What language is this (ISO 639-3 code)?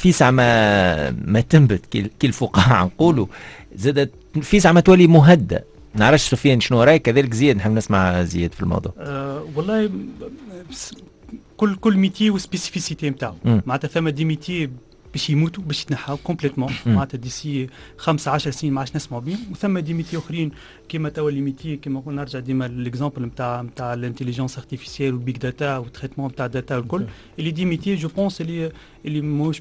aeb